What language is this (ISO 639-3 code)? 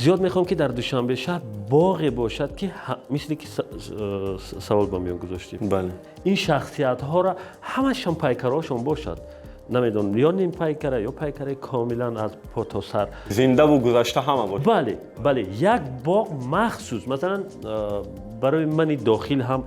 tgk